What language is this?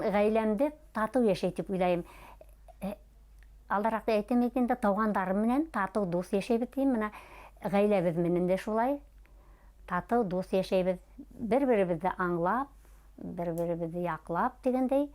Bashkir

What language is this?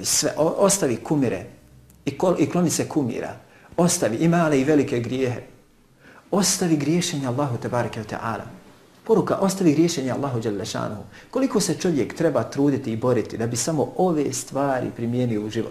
Bosnian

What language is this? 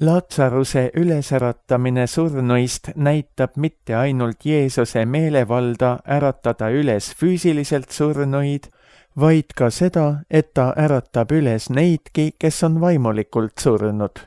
Estonian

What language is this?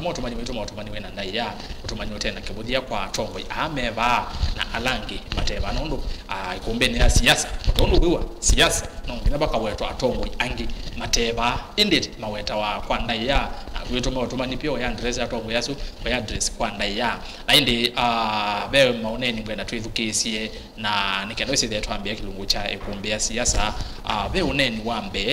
Kamba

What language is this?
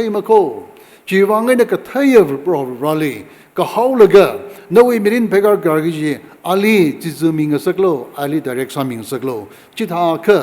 Tangkhul Naga (India)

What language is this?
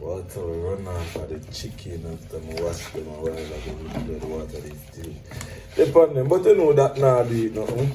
Jamaican Creole English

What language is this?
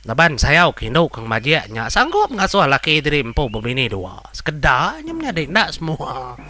Iban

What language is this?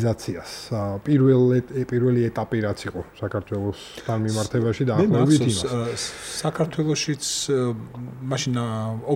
Georgian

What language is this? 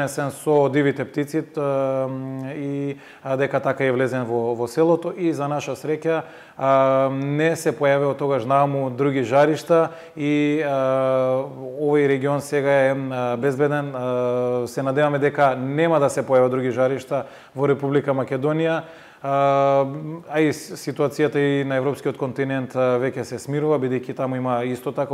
Macedonian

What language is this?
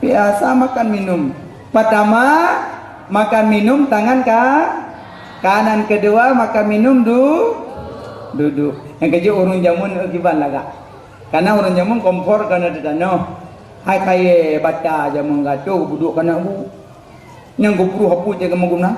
Achinese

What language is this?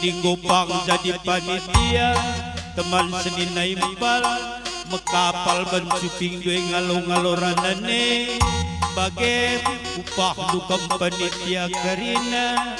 Batak Karo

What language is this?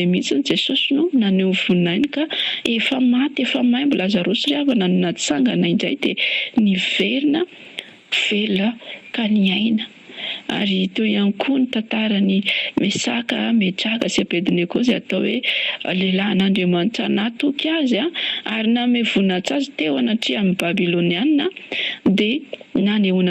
Malagasy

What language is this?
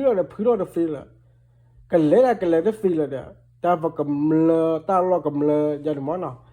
S'gaw Karen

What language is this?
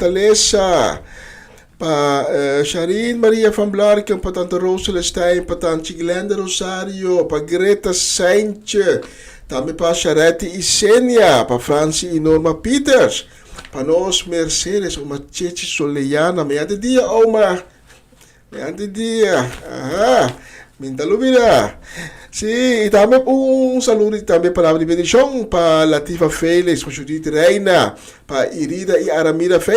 Papiamento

